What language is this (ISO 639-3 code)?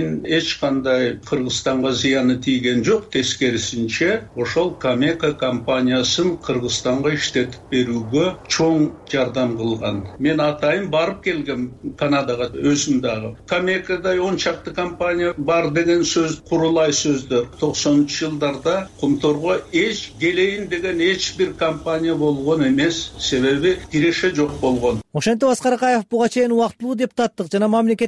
kir